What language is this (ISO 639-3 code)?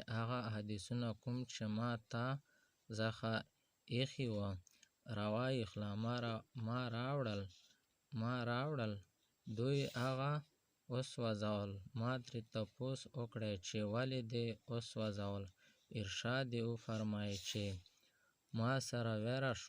pus